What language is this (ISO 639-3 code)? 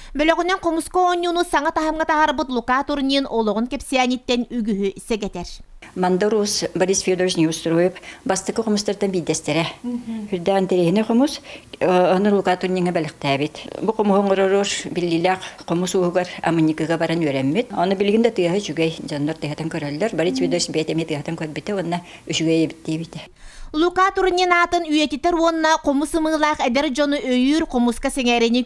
sah